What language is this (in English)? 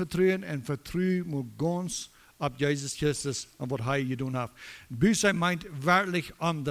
Plautdietsch